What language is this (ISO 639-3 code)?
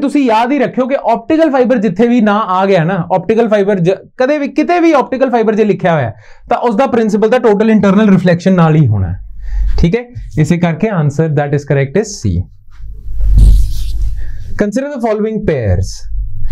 pan